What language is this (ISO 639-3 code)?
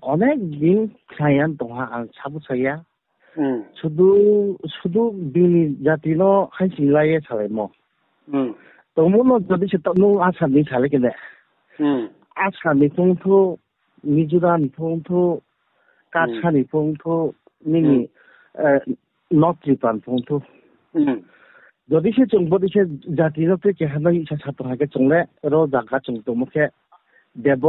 ria